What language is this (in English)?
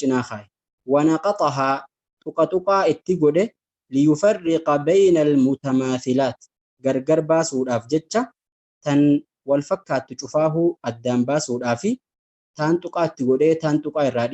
Oromo